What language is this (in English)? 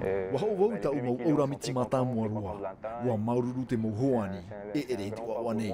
Tahitian